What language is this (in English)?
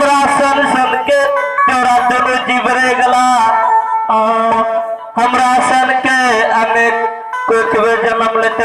Maithili